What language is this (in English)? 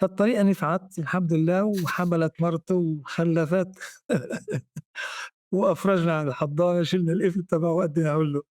North Levantine Arabic